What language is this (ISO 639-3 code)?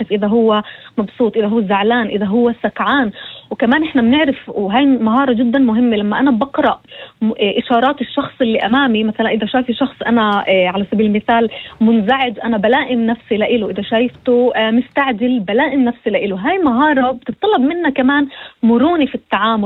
apc